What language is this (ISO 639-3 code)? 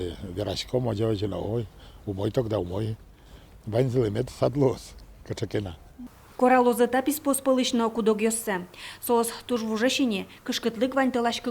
udm